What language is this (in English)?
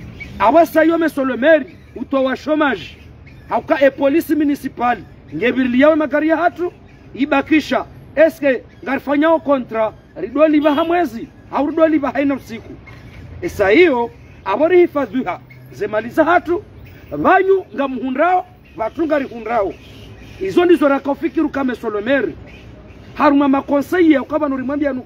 Ngazidja Comorian